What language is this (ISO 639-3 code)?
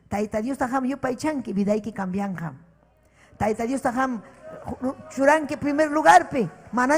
quy